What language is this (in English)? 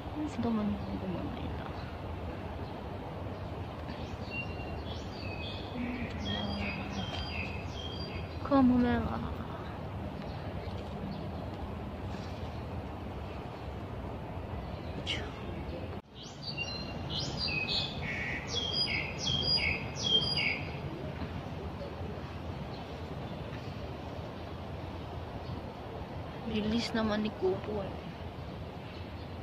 Filipino